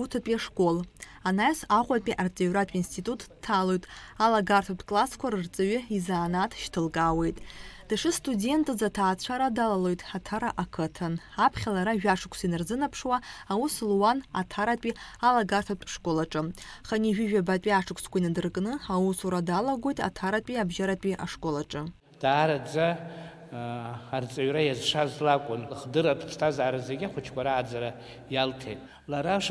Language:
Abkhazian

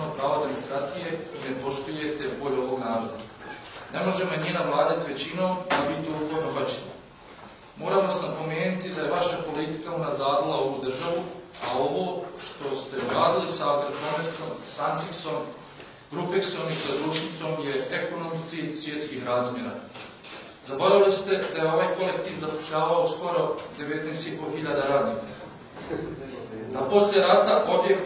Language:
Bosnian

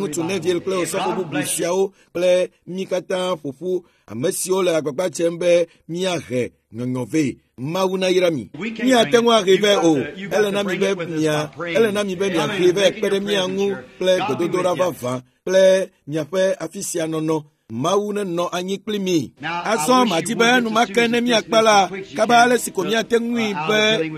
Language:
Ewe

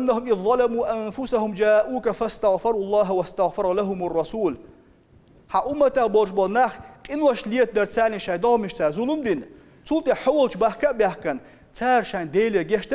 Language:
Chechen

